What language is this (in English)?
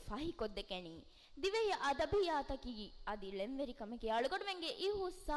Divehi